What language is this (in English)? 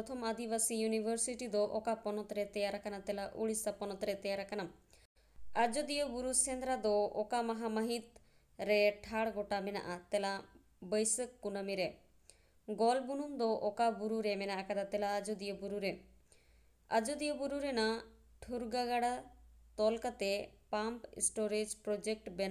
Santali